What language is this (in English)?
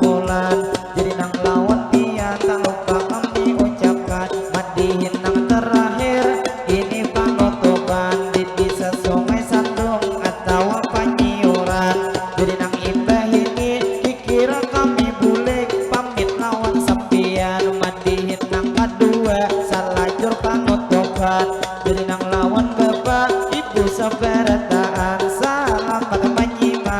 Banjar